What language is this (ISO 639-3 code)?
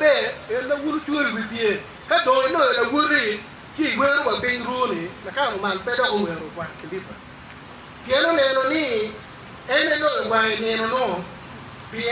ach